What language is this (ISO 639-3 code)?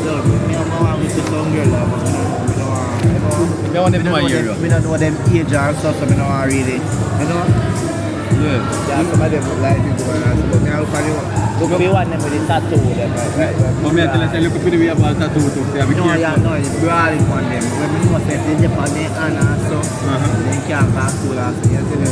jam